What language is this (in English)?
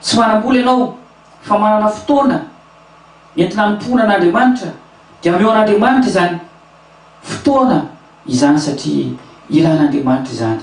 Malagasy